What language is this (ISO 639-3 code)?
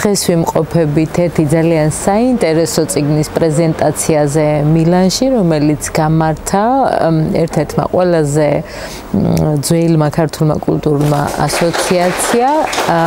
kat